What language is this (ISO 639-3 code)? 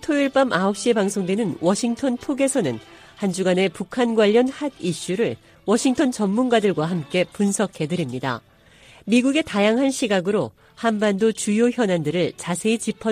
kor